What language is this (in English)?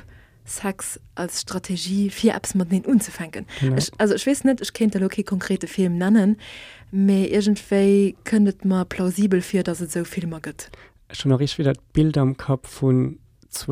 Luxembourgish